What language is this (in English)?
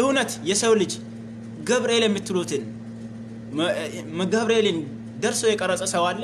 Amharic